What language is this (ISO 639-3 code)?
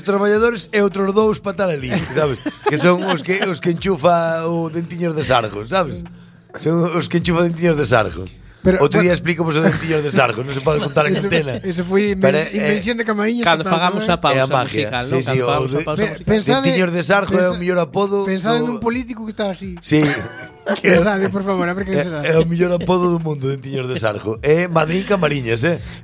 glg